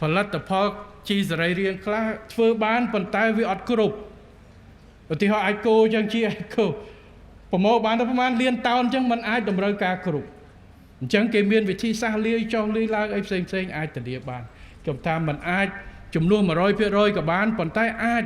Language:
Khmer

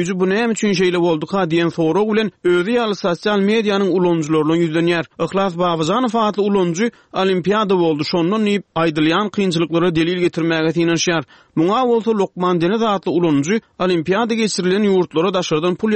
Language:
Turkmen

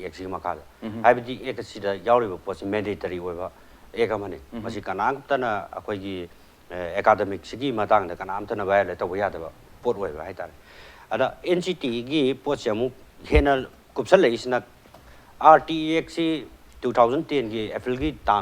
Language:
Manipuri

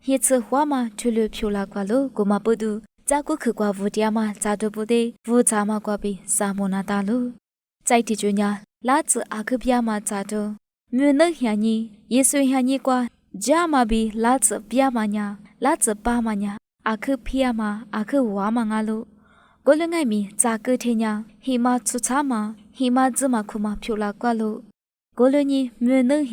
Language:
Lisu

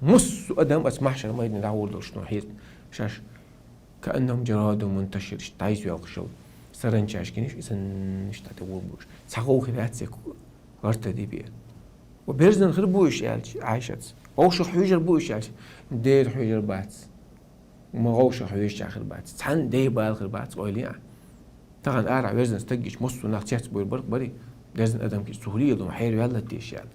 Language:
Chechen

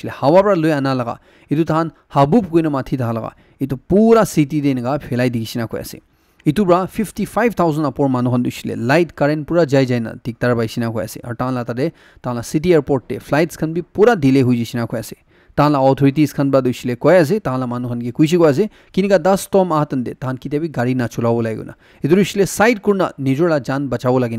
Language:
Naga Pidgin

